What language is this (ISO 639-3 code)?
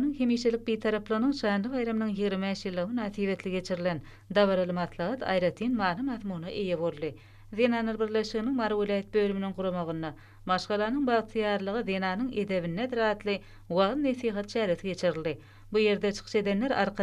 tuk